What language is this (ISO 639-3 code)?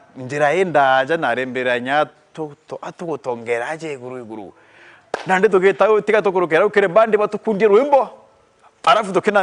mer